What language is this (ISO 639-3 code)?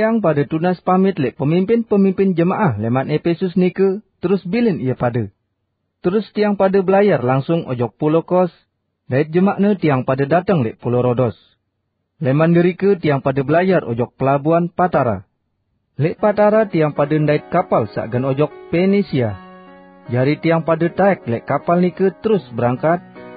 sas